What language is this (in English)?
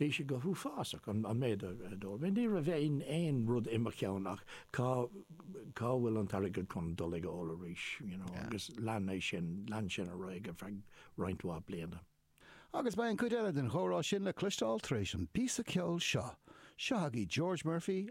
Irish